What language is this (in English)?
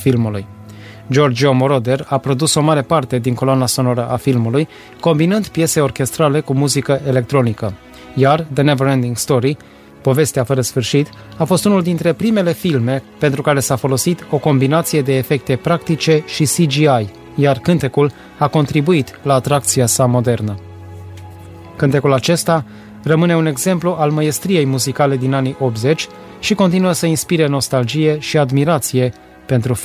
Romanian